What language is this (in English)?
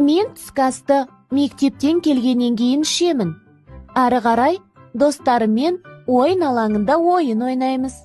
Kazakh